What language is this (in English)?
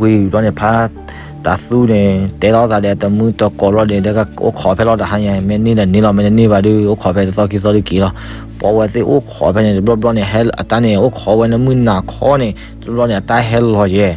S'gaw Karen